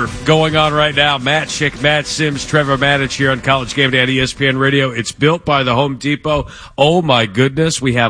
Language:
English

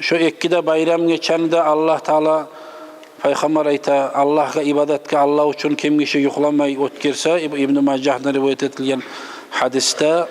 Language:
Kumyk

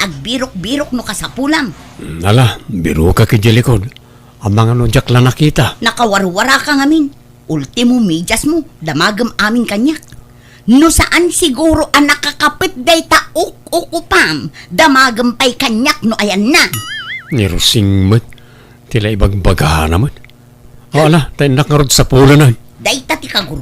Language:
Iloko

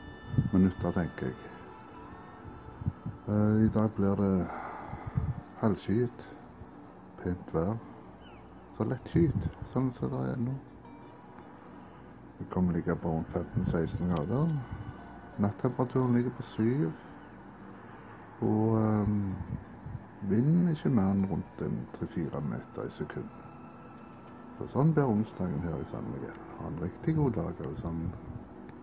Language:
Norwegian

